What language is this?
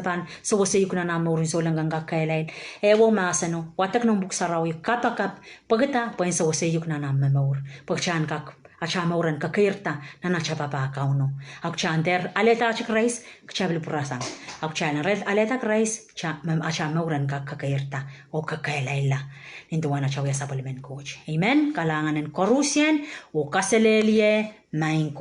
Pohnpeian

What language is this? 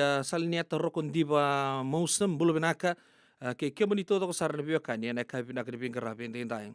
Fijian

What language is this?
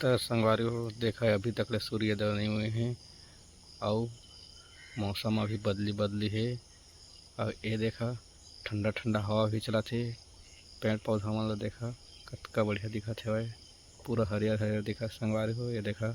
Chhattisgarhi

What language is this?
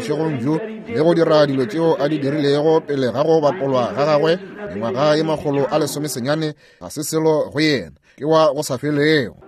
Northern Sotho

